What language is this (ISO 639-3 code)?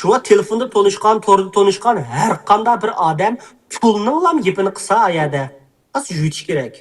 uig